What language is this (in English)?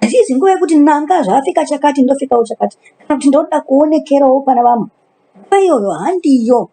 Shona